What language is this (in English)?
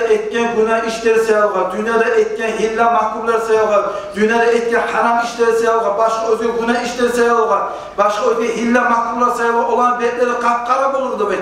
Kumyk